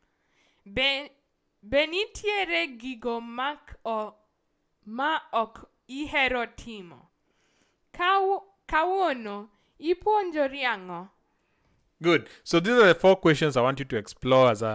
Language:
Luo (Kenya and Tanzania)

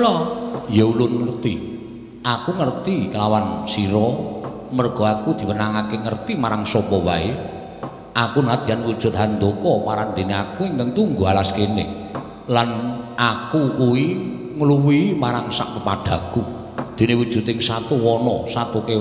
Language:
Javanese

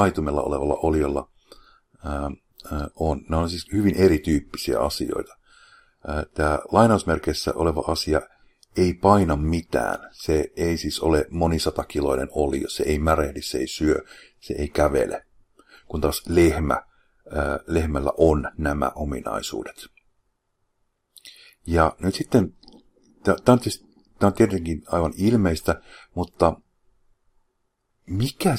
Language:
Finnish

